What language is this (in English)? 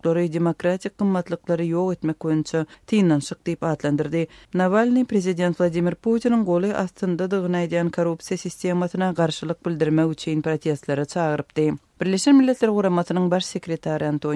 Turkmen